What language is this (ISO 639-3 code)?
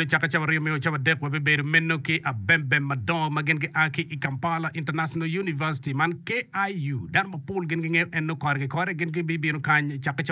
ach